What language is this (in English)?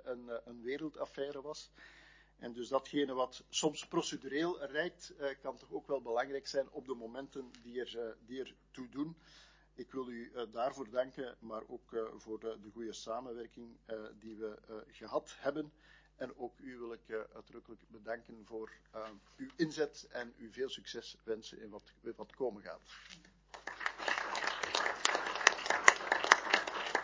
Dutch